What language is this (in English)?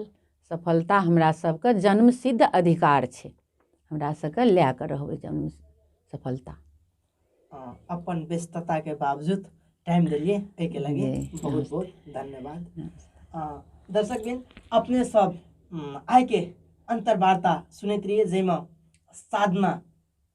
Maithili